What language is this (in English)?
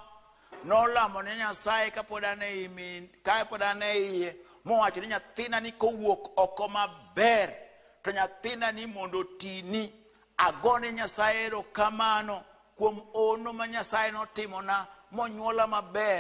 Luo (Kenya and Tanzania)